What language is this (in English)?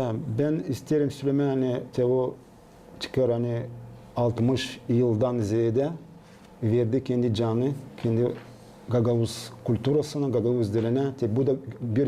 Gagauz